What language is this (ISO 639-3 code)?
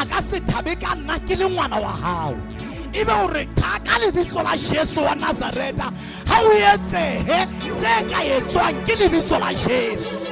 sot